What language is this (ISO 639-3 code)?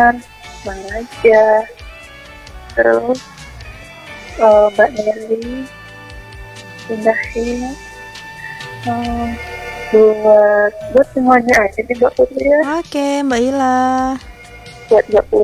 ind